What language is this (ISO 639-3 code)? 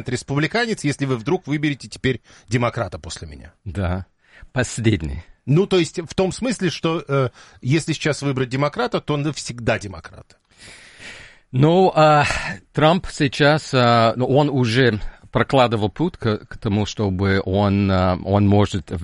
rus